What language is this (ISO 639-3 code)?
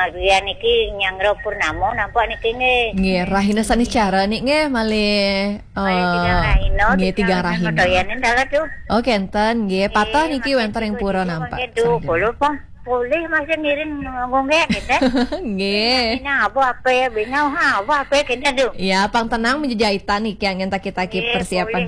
ban